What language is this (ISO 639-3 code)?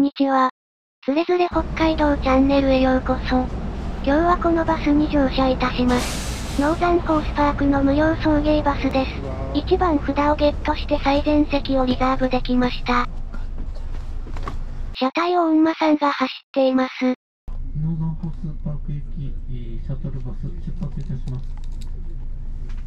jpn